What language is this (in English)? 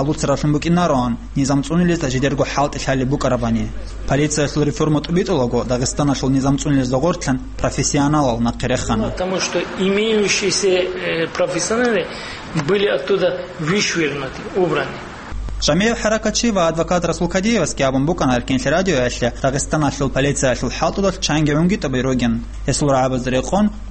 Avaric